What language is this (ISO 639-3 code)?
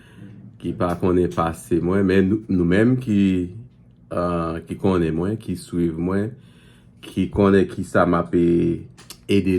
hat